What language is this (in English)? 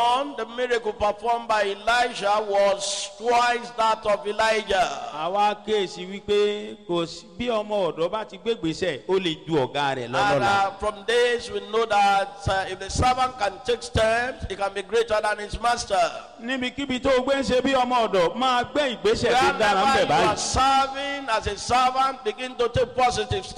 Yoruba